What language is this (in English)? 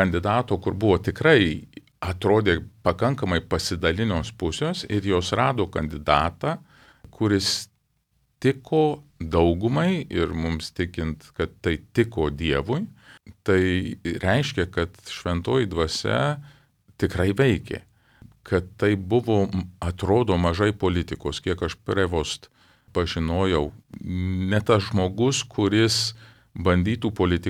Lithuanian